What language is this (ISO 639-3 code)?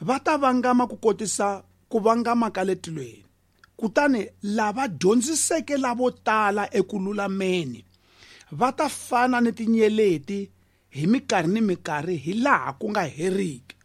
tso